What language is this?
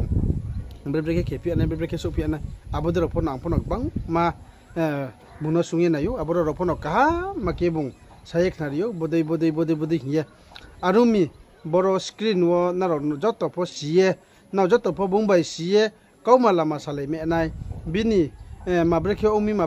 Riang (India)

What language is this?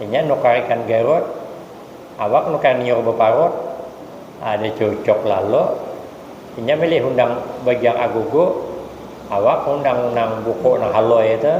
Banjar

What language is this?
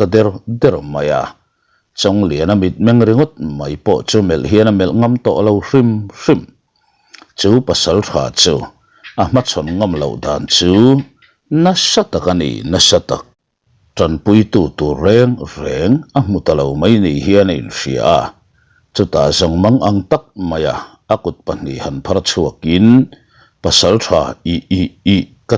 Mizo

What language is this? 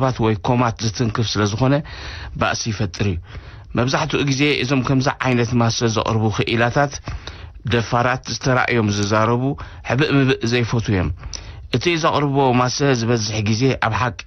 Tigrinya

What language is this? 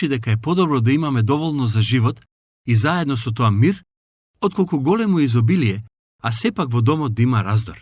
Macedonian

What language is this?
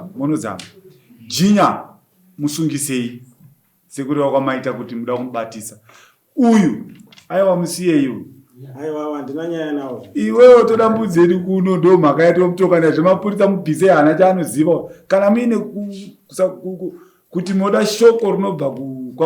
Shona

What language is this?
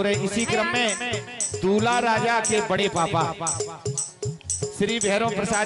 Bundeli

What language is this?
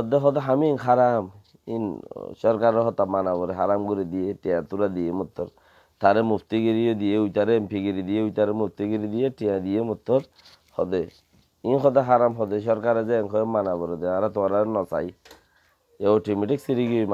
Rohingya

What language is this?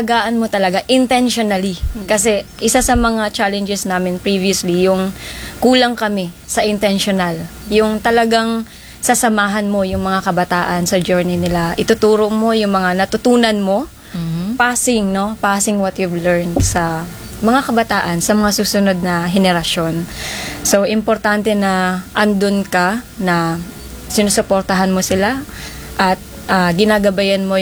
Filipino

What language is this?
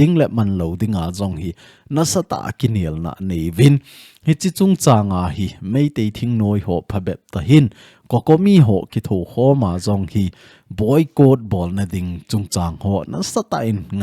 Thado Chin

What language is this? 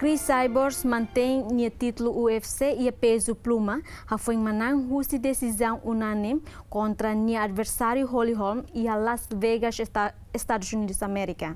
Tetum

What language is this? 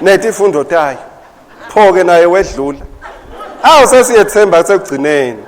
Swati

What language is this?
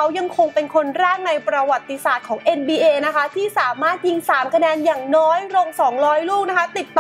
Thai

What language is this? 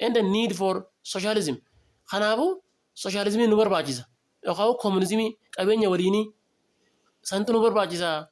Oromo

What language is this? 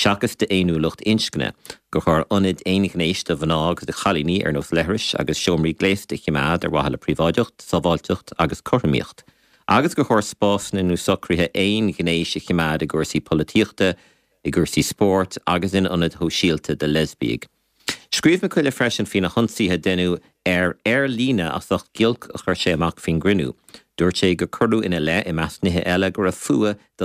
Irish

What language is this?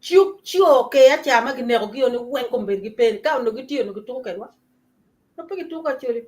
Acoli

